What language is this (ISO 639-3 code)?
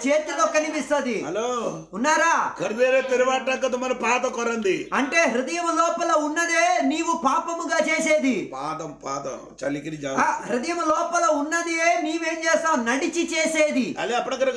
tel